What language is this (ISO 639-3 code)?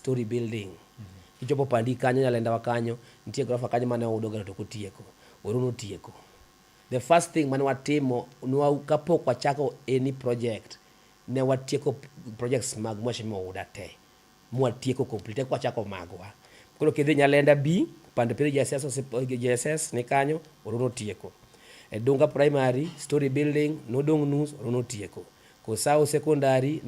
luo